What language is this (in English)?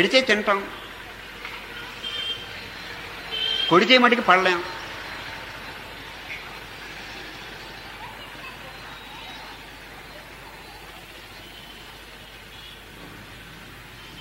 Telugu